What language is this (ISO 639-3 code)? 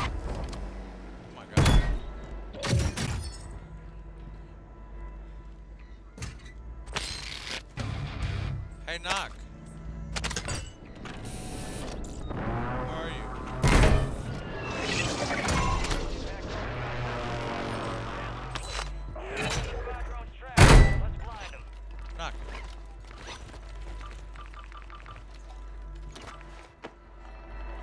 eng